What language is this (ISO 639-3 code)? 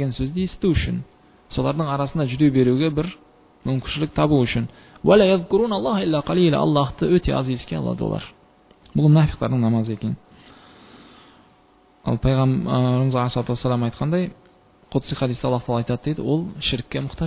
kaz